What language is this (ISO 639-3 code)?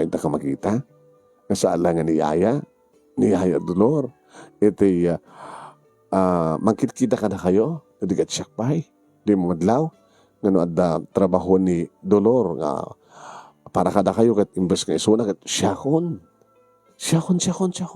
ilo